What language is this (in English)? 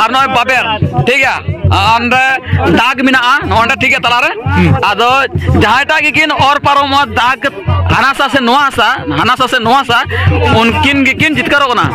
Santali